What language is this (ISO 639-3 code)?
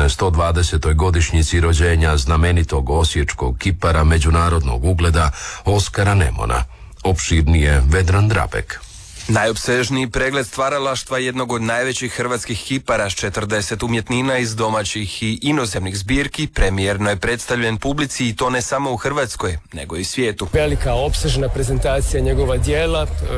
hrv